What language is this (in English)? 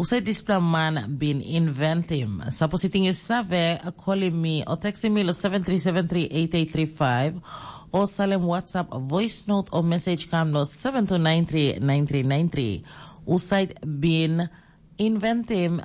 Tok Pisin